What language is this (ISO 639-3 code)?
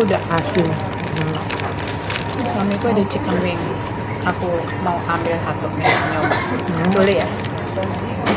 ind